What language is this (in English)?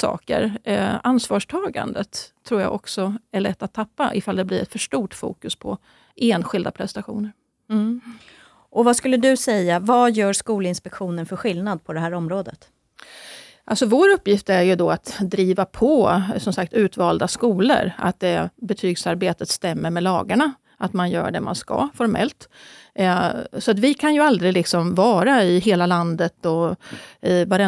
Swedish